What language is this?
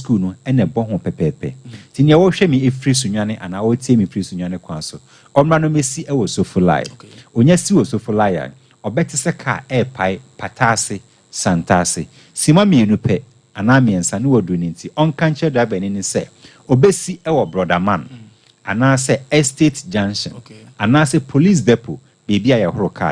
Akan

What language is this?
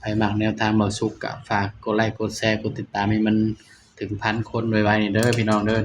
Northeastern Thai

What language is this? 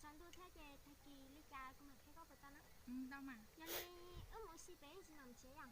Hmong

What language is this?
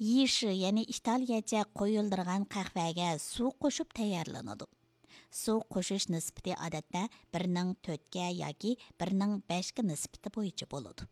Uyghur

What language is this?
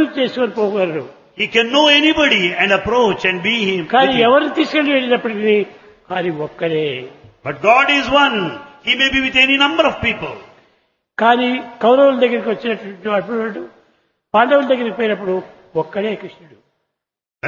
Telugu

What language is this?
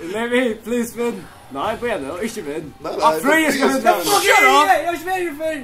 Faroese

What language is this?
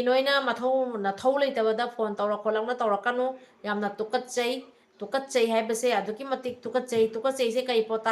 Manipuri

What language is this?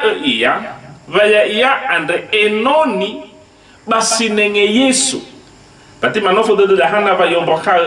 Nias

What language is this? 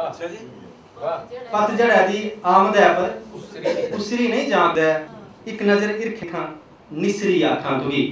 Dogri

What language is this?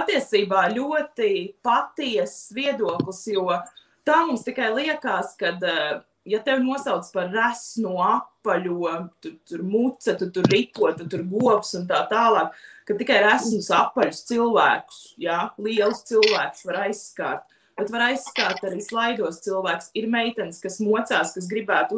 Latvian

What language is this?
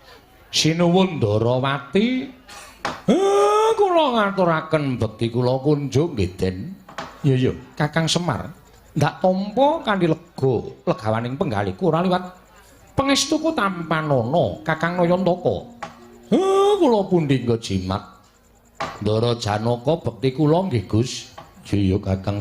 Javanese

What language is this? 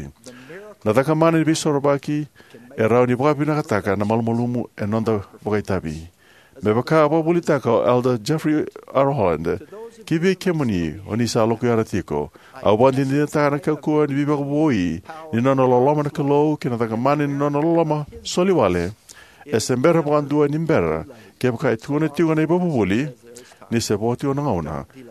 Fijian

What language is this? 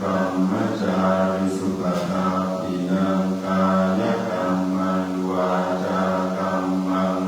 Pali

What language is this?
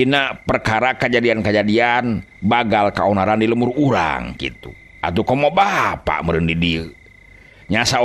Sundanese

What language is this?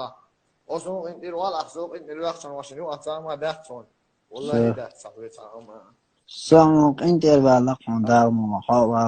Chechen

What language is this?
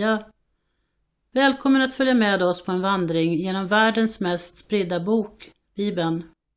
Swedish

